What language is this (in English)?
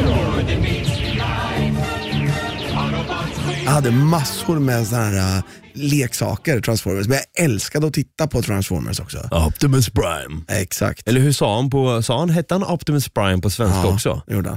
Swedish